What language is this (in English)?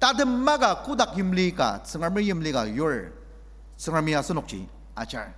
Ao Naga